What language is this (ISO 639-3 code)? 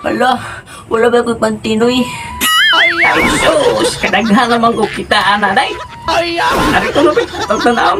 ceb